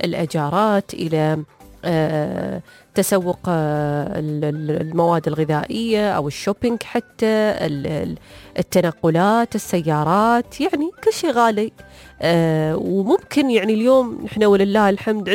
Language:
Gulf Arabic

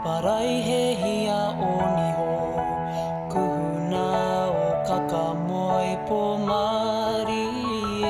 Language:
Māori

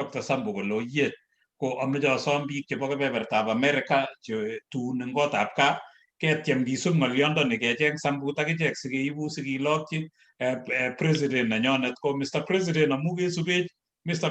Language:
Kalenjin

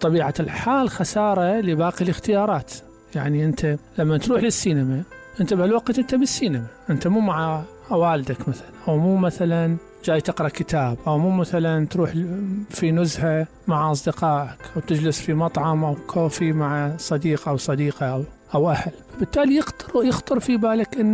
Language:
Mesopotamian Arabic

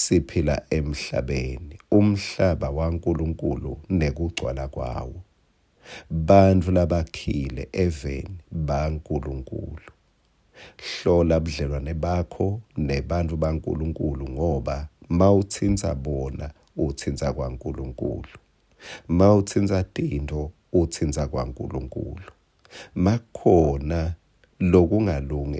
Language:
Swati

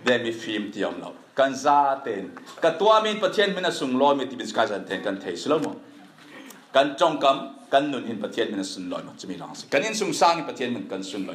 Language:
Falam Chin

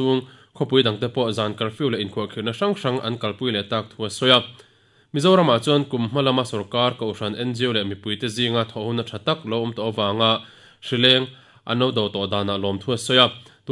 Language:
Mizo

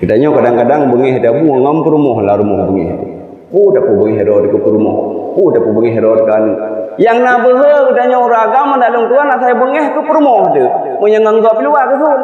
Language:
Achinese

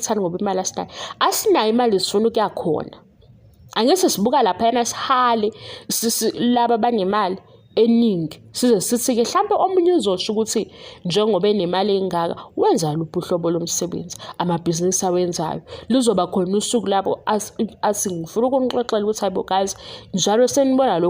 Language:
Zulu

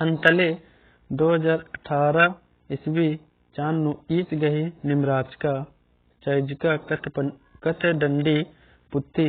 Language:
Kurukh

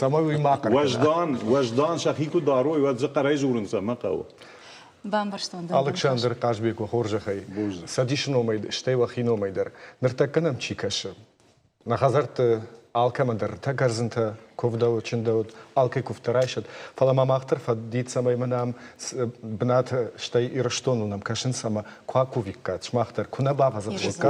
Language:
Ossetic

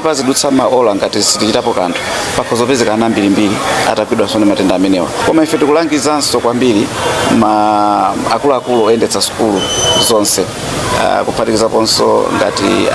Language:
Nyanja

